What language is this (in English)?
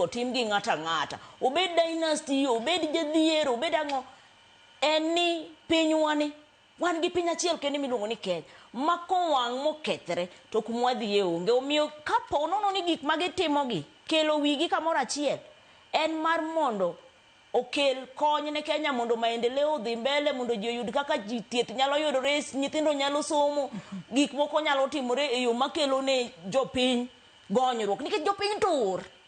Luo (Kenya and Tanzania)